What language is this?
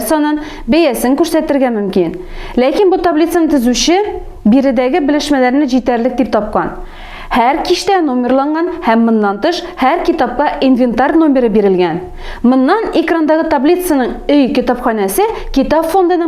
Tatar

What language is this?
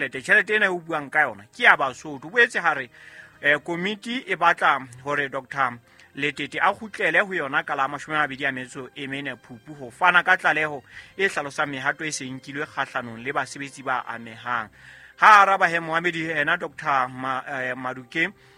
Southern Sotho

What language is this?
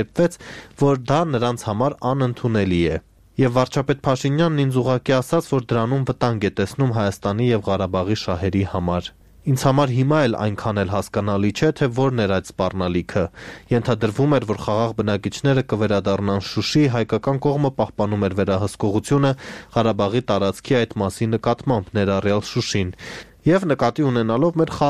Armenian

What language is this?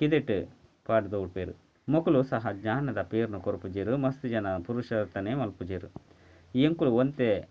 Tulu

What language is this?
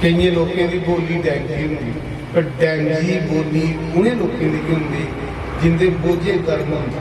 Dogri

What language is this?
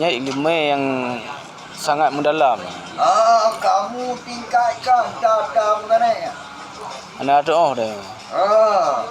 Achinese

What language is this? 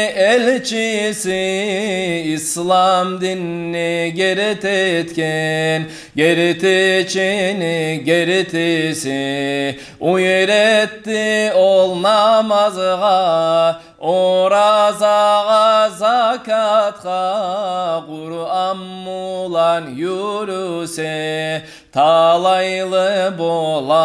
Kumyk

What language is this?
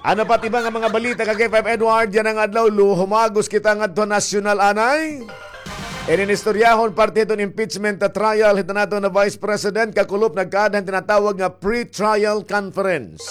Waray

